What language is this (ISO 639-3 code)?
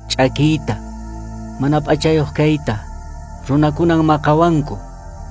que